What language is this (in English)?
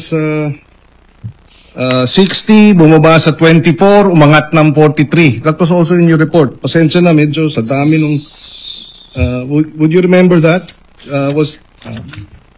Filipino